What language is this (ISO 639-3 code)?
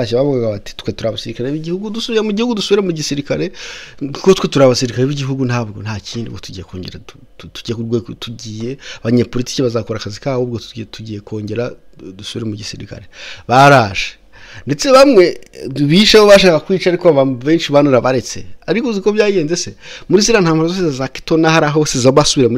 kin